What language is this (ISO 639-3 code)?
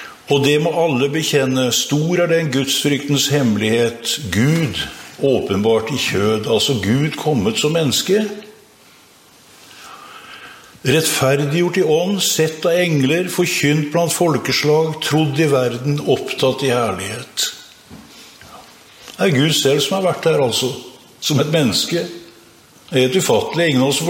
nor